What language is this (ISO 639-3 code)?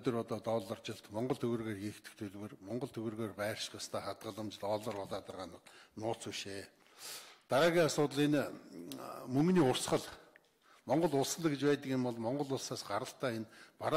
mon